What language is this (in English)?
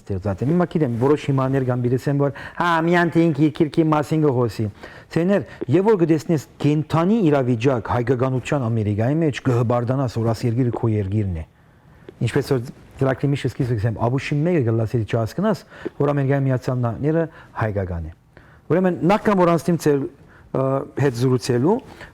Western Armenian